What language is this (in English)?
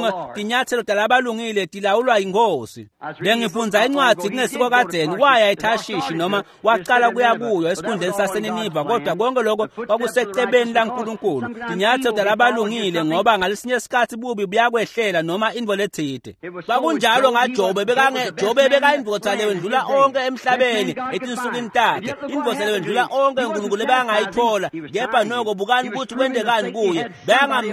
Swati